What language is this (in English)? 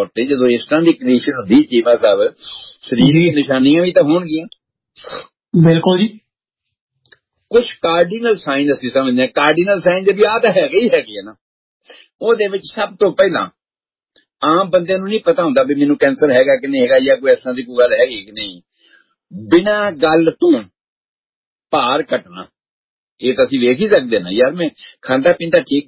Punjabi